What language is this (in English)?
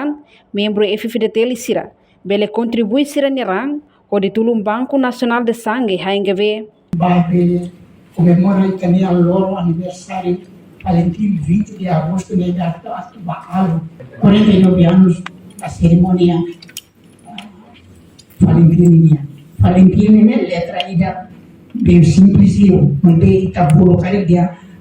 Tetum